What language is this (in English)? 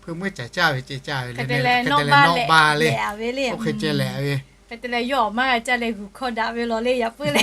Lahu